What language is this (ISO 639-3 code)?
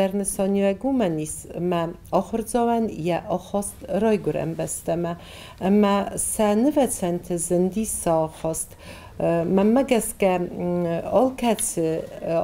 oss